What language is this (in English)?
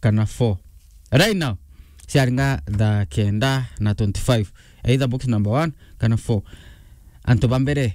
Meru